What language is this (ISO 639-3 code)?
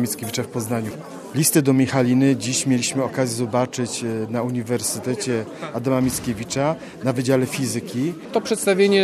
pol